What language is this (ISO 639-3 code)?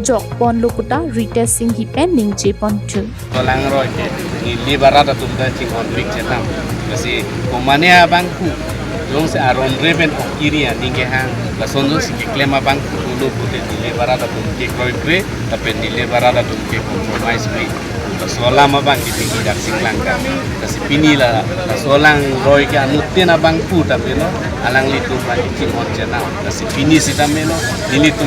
mjw